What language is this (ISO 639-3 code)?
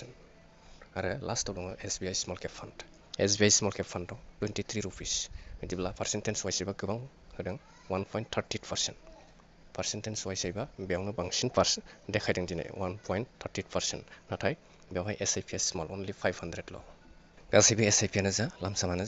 brx